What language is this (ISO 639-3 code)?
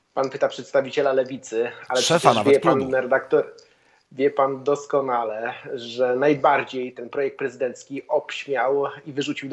pol